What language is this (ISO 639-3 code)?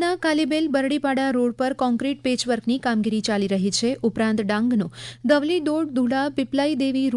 guj